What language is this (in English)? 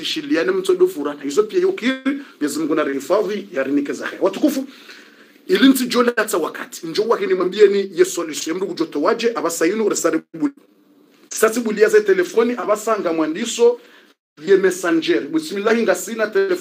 Swahili